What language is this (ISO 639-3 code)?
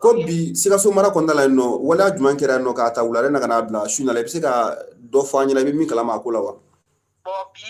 bam